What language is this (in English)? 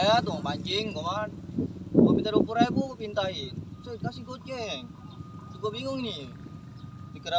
Betawi